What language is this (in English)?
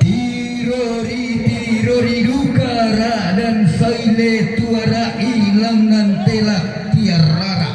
Toraja-Sa'dan